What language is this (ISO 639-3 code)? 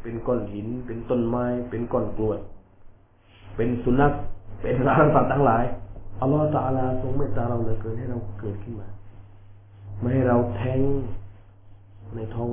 tha